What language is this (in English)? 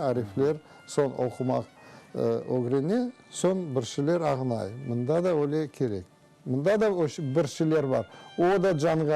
Crimean Tatar